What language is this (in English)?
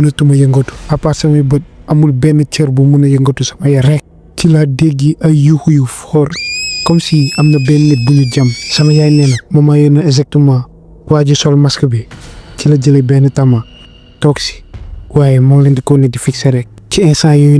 Wolof